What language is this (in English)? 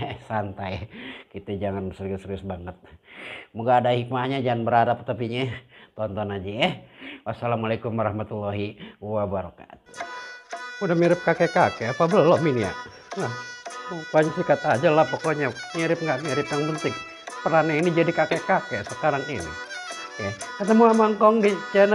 Betawi